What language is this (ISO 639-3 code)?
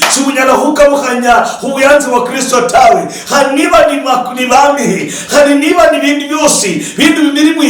luy